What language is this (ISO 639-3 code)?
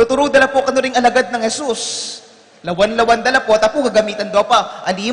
pam